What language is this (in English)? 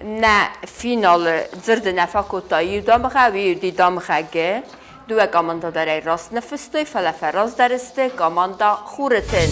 Ossetic